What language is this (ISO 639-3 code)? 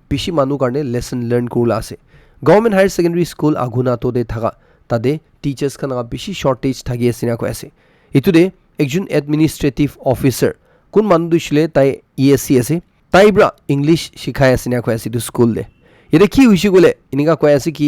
nag